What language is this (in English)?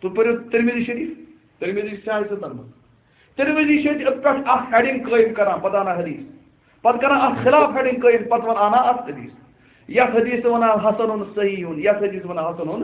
Kashmiri